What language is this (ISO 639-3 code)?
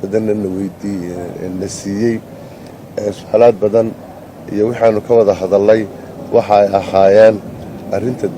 som